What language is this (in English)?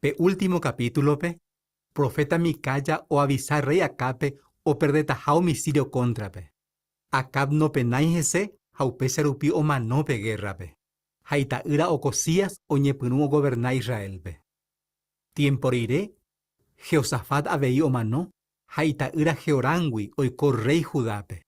Guarani